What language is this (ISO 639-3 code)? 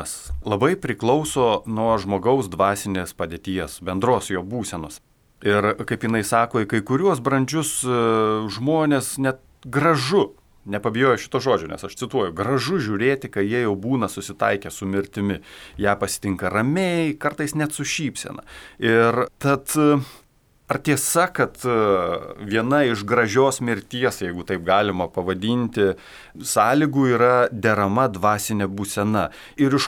lit